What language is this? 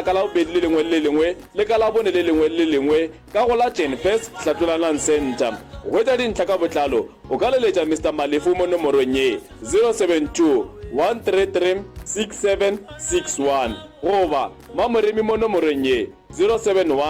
Northern Sotho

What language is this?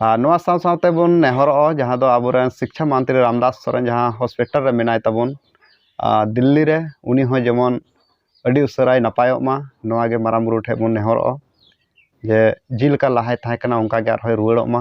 Santali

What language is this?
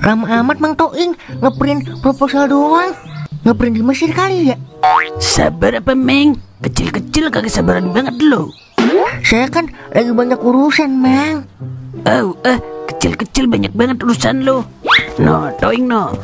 Betawi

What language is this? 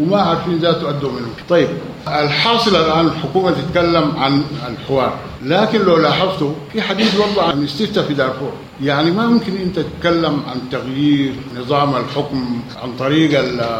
Sudanese Arabic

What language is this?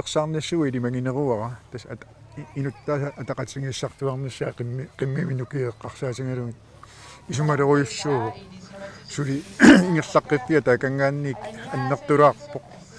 Kalaallisut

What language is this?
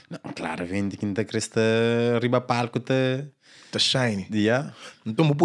Kabuverdianu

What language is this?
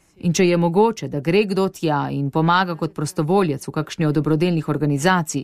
Slovenian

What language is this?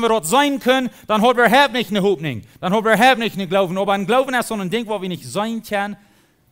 Plautdietsch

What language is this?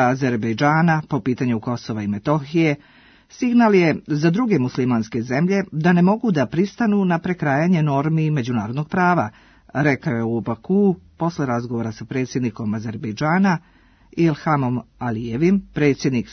Serbian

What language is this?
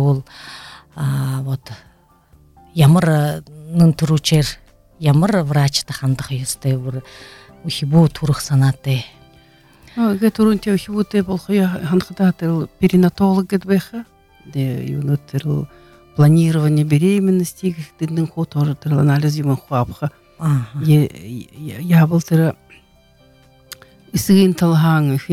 Buriat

